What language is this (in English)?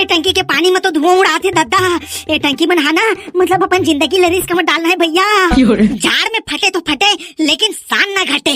Chhattisgarhi